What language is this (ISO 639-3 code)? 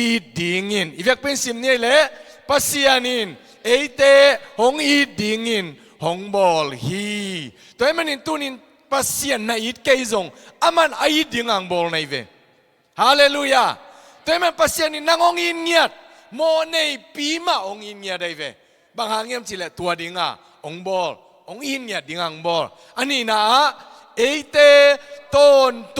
ctd